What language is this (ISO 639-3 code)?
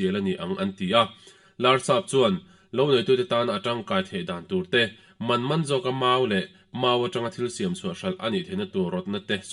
lus